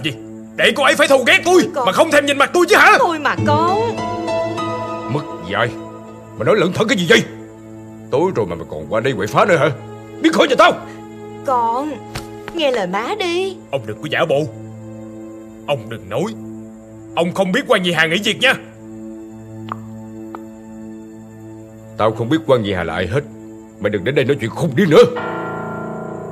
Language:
Vietnamese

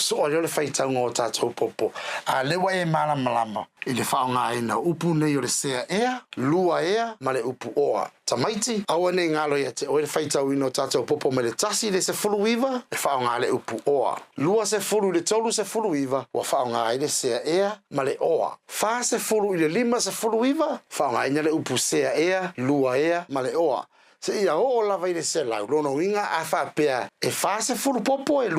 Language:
Samoan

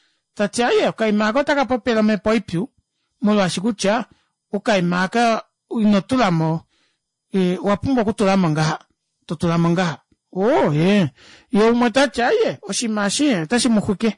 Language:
Kuanyama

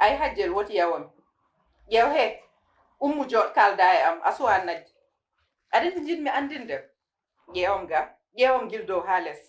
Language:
Fula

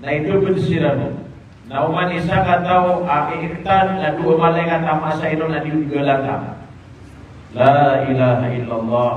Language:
Maranao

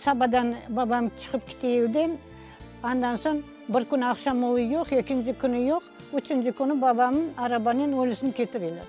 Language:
Crimean Tatar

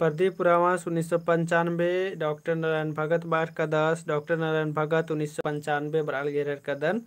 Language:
Kurukh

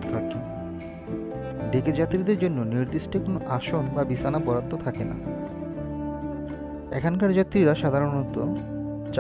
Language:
Bangla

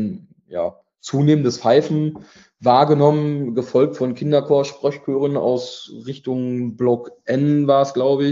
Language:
German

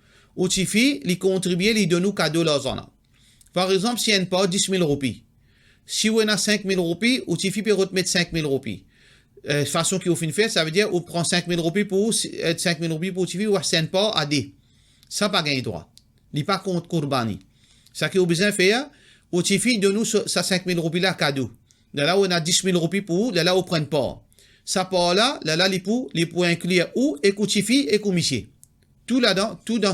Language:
Morisyen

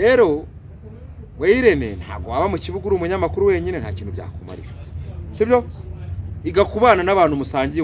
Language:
Kinyarwanda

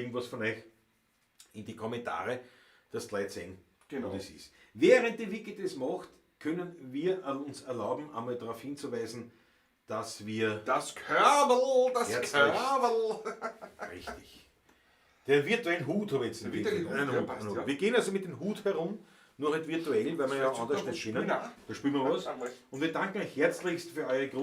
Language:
Bavarian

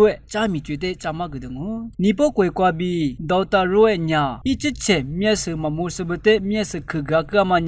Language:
Lisu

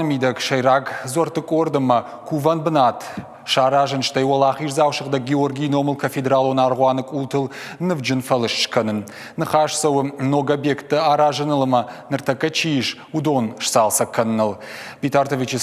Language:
Ossetic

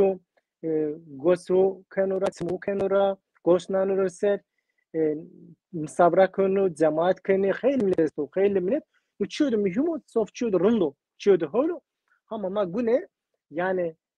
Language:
Zaza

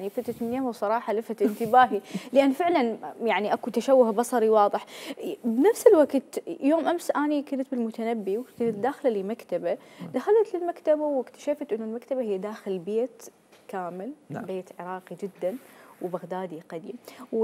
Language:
Mesopotamian Arabic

